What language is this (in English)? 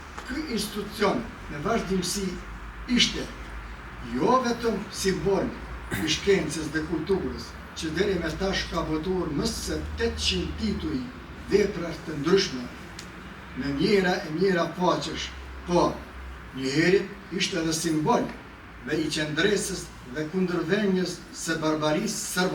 Albanian